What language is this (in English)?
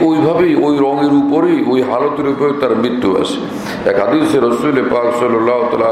Bangla